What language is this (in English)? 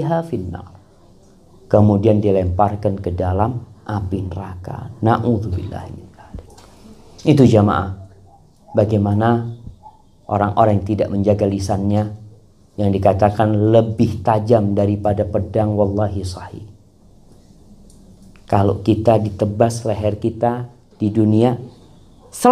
Indonesian